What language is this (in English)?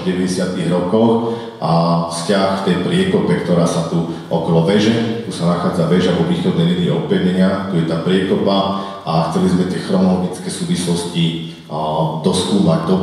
Slovak